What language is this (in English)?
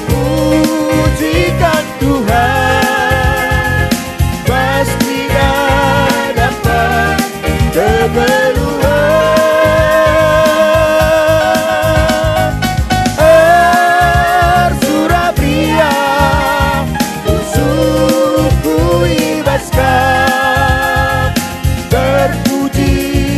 Batak Karo